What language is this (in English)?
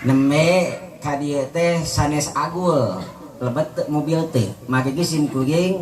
Sundanese